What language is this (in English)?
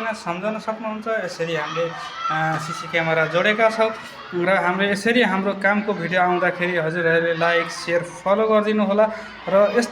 Nepali